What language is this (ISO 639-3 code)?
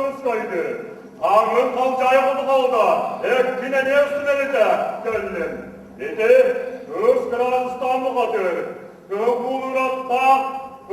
sah